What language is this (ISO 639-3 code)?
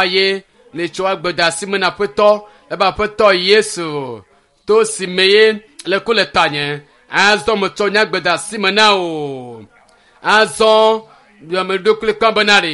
ewe